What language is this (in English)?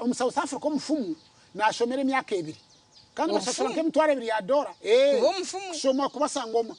Nyankole